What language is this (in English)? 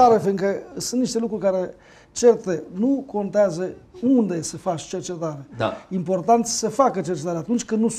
Romanian